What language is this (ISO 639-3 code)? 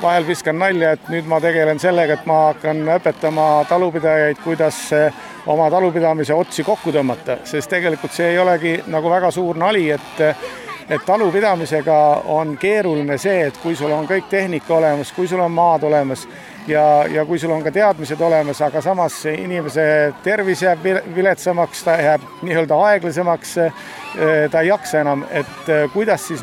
est